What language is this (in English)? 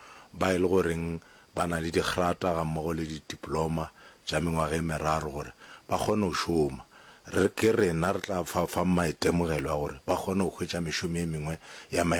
Northern Sotho